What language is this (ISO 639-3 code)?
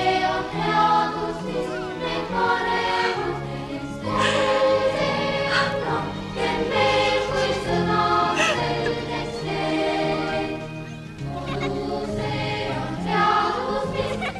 est